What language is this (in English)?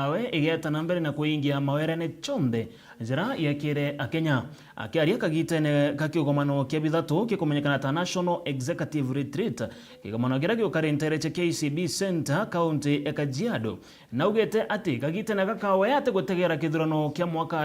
Meru